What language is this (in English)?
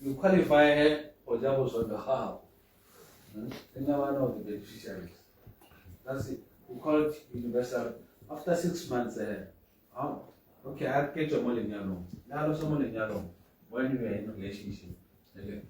Tswana